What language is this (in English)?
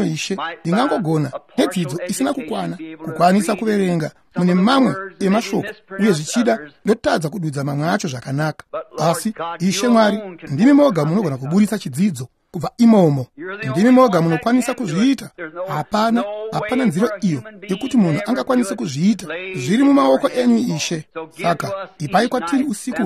Shona